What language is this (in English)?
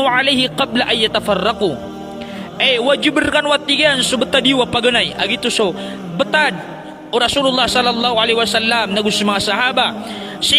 Maranao